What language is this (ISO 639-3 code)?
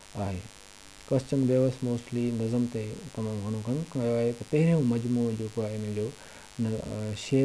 snd